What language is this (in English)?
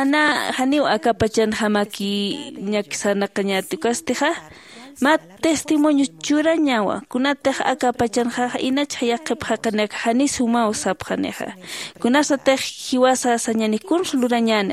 Aymara